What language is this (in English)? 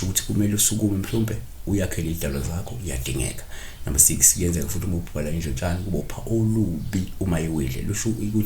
Zulu